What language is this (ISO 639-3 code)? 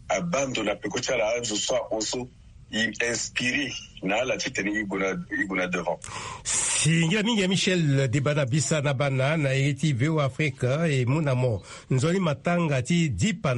sag